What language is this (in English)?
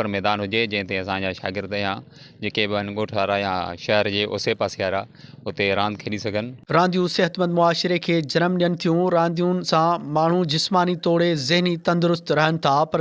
Sindhi